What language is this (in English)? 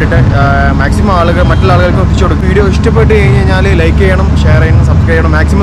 Malayalam